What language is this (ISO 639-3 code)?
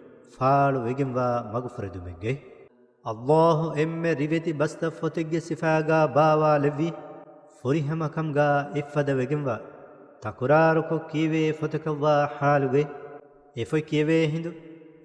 div